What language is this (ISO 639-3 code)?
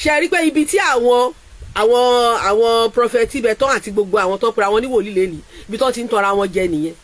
yor